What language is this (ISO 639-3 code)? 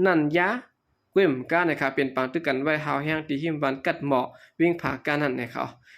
shn